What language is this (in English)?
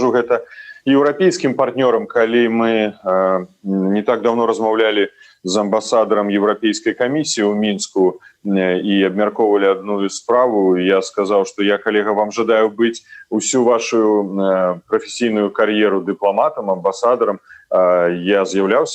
Belarusian